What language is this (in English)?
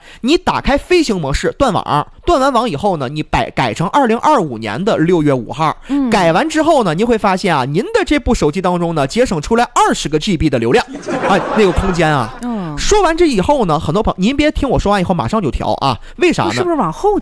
Chinese